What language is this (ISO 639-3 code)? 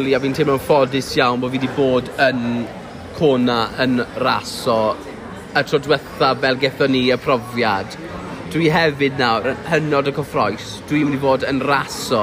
cym